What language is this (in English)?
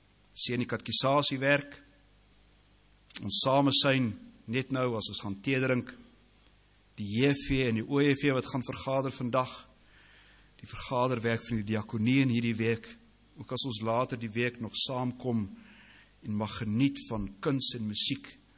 Afrikaans